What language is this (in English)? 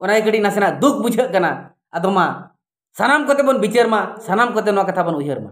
Santali